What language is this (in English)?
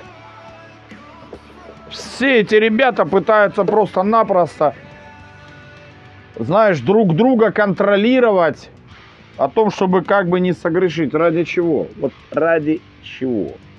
Russian